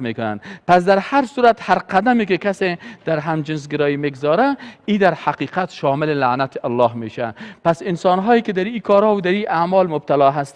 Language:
Persian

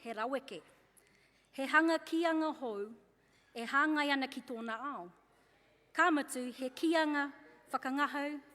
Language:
Māori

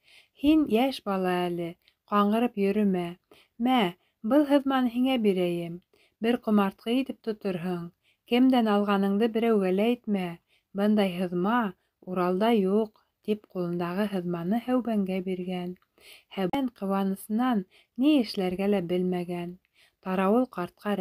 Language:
Bashkir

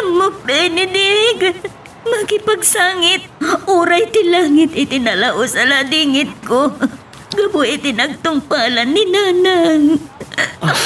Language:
Iloko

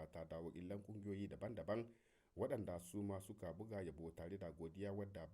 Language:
Hausa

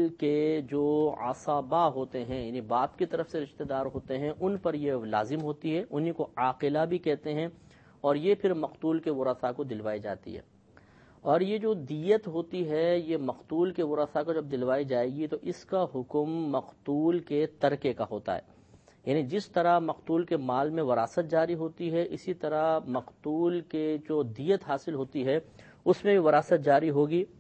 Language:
Urdu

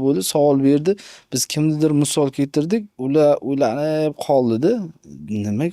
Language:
Uzbek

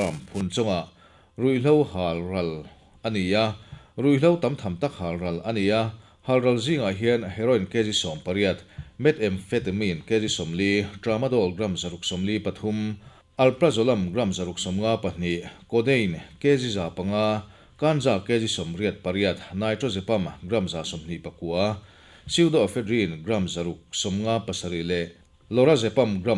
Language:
Mizo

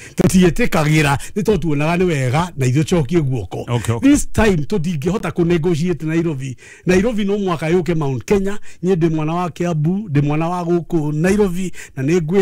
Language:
Kikuyu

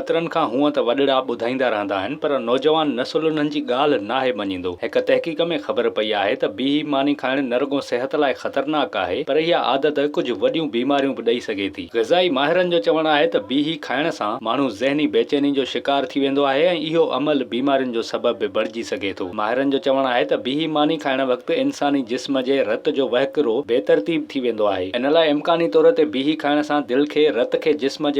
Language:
Sindhi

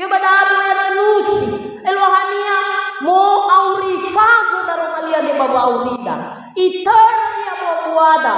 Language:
Nias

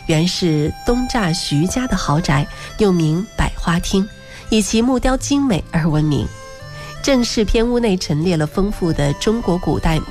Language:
Chinese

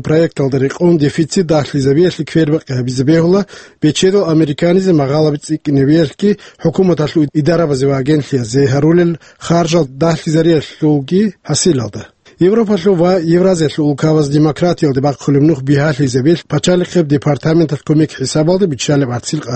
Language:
Avaric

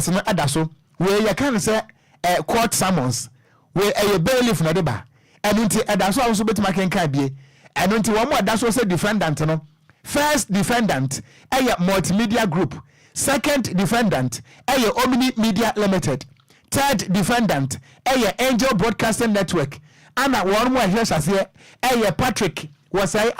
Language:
Akan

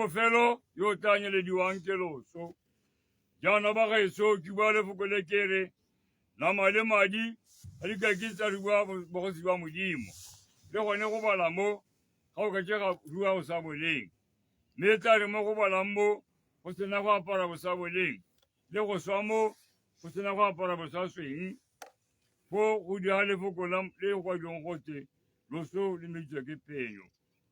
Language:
Tswana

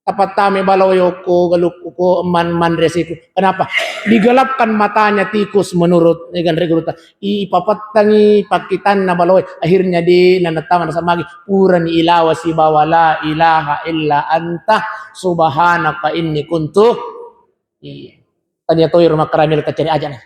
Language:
Buginese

